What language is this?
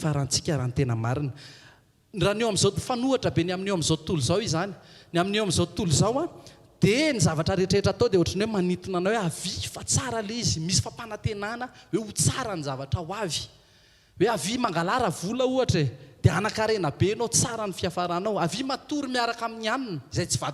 Malagasy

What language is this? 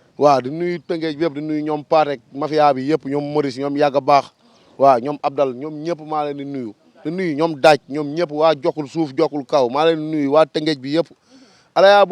Wolof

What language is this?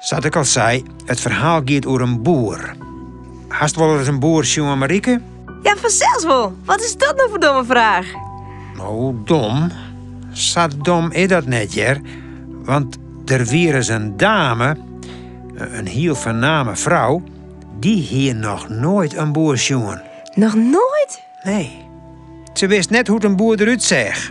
Western Frisian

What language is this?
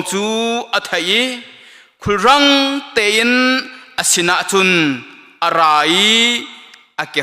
Hakha Chin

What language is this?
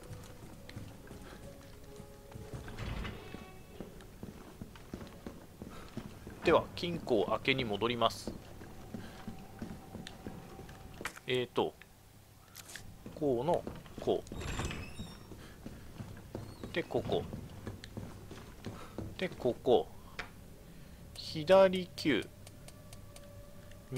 Japanese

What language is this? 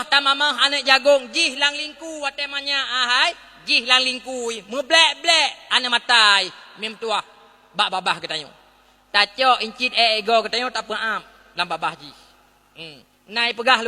Achinese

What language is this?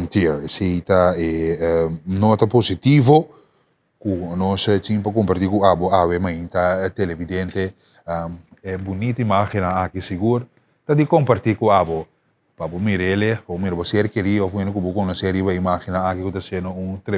Papiamento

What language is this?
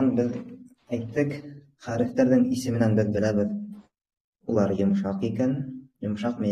Bashkir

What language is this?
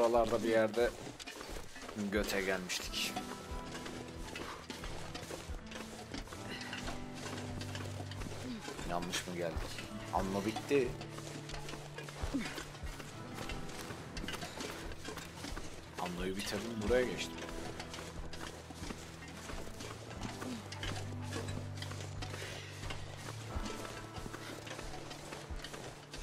Turkish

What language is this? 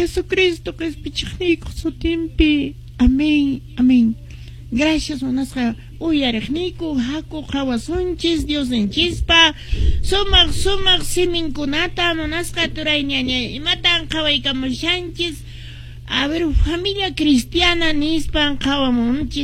Quechua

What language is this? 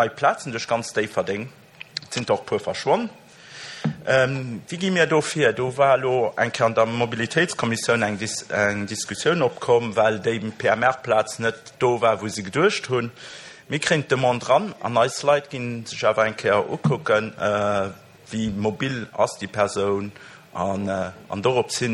Luxembourgish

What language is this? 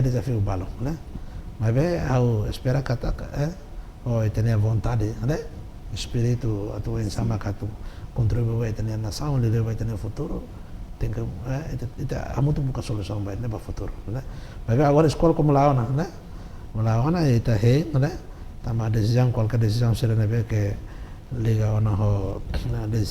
Tetum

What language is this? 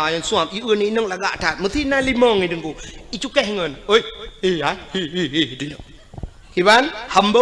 Achinese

